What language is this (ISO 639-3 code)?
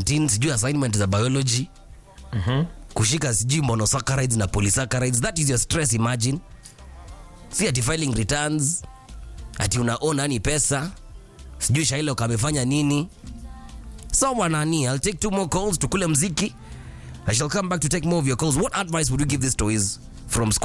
swa